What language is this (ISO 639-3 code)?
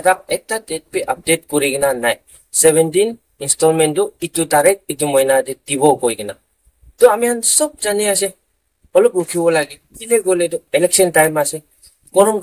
nag